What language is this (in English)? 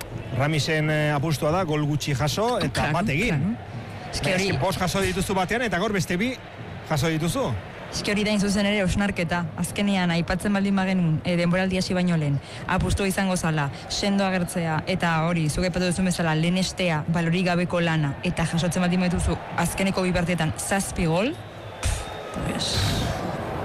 Basque